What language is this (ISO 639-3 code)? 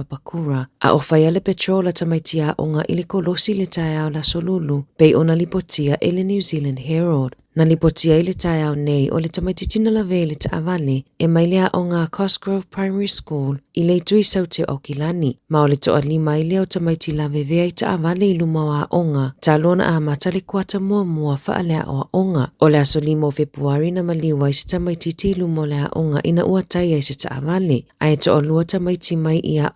smo